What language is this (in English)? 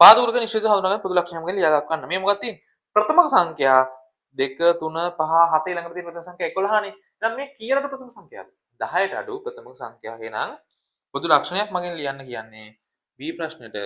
Sinhala